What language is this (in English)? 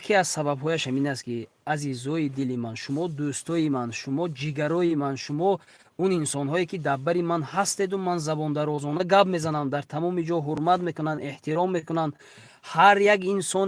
Tajik